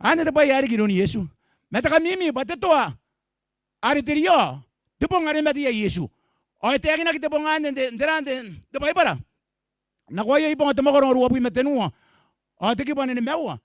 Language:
Gilbertese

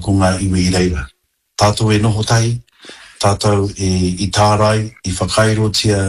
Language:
Māori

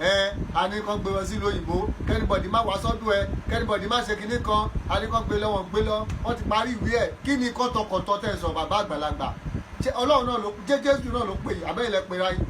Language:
Yoruba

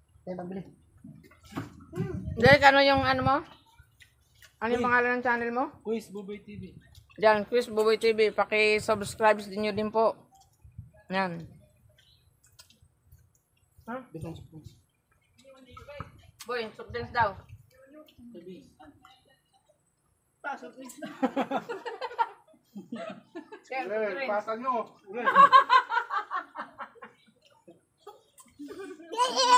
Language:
Filipino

